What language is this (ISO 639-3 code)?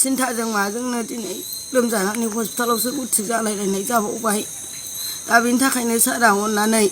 brx